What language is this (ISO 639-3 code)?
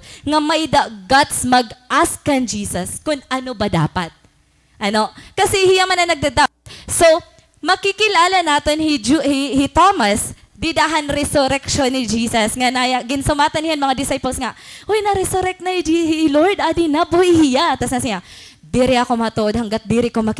war